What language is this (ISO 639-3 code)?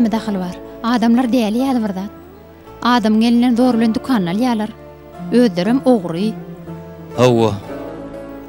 tuk